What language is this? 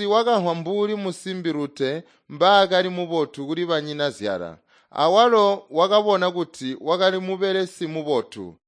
Tonga (Zambia)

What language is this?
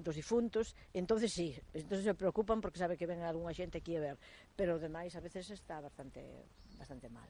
Galician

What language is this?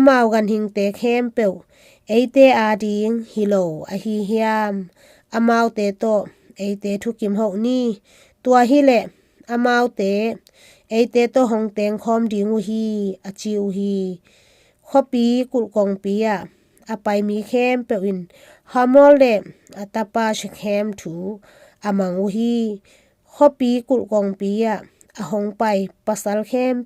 Tedim Chin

